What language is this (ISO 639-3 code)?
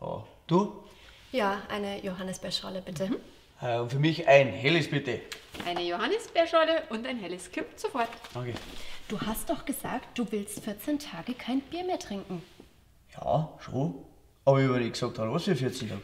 bar